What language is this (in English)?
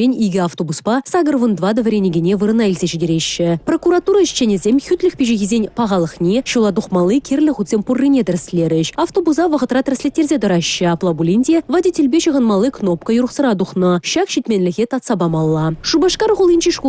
Chuvash